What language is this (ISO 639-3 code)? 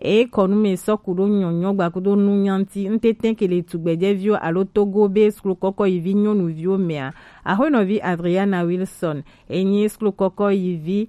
gej